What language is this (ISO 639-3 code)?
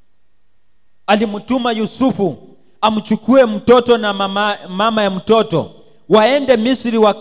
swa